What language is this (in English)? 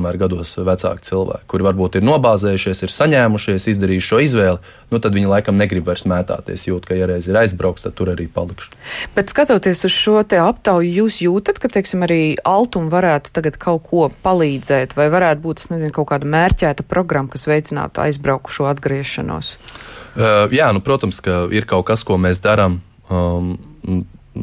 Latvian